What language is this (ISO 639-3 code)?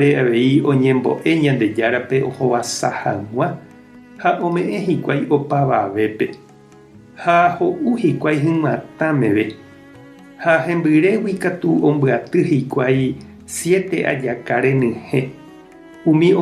grn